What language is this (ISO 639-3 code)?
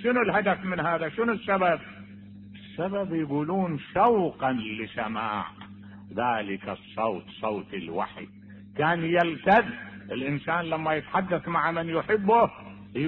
acm